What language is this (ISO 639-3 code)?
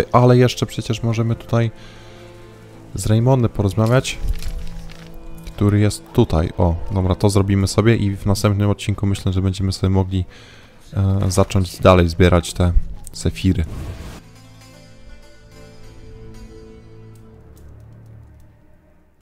pol